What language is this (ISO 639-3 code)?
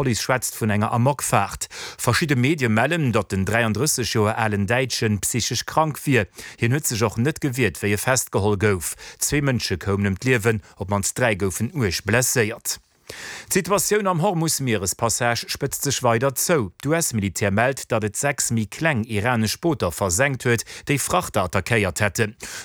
ltz